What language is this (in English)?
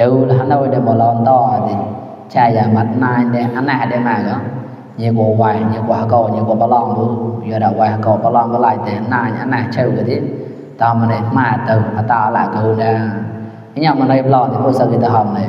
Mon